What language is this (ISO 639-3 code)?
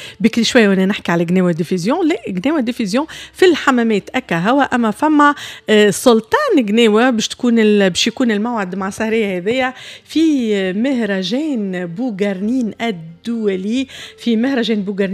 aeb